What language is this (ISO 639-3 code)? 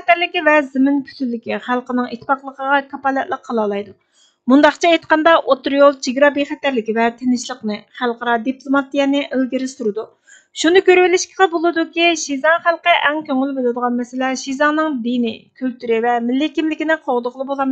uig